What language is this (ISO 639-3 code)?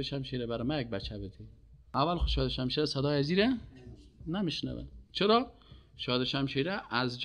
fas